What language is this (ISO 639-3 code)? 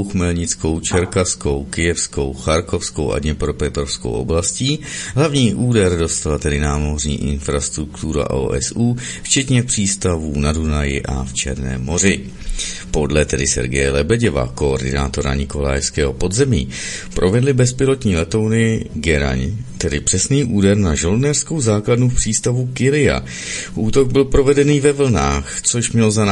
ces